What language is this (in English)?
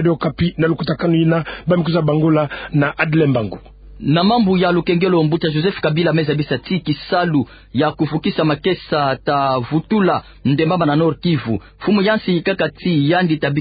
Kituba (Democratic Republic of Congo)